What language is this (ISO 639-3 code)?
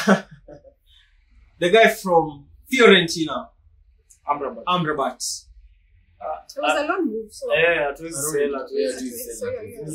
swa